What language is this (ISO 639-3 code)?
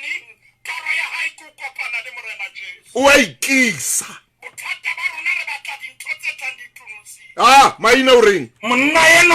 sot